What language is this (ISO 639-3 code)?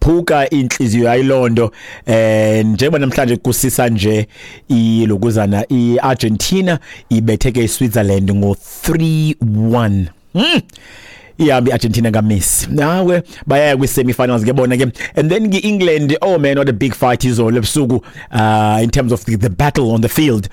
xho